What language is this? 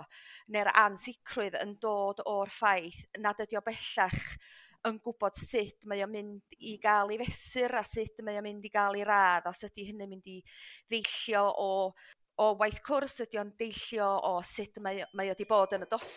Welsh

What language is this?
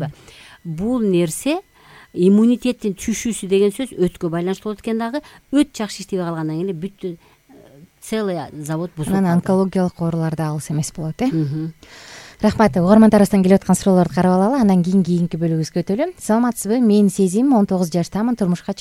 Kyrgyz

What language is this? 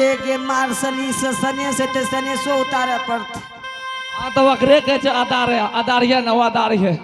Angika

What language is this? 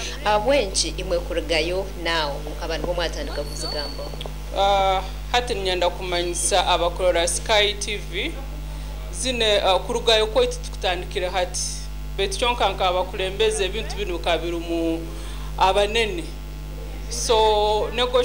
Nyankole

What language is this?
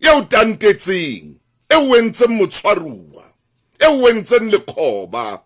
Southern Sotho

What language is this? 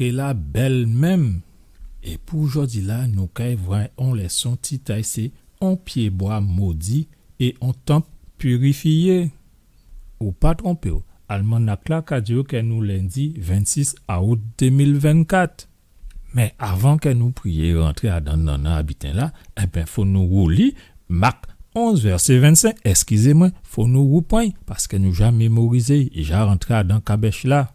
Guadeloupean Creole French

